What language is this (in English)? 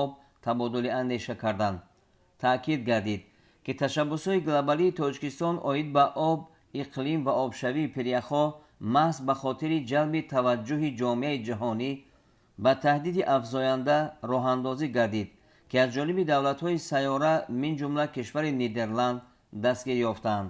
Tajik